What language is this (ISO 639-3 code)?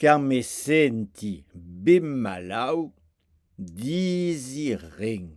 oci